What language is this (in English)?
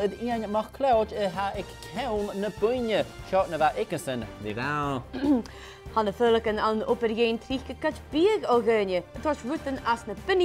Scottish Gaelic